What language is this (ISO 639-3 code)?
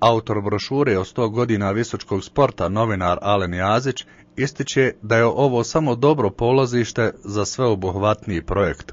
bos